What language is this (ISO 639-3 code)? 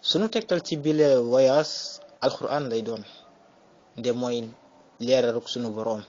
wol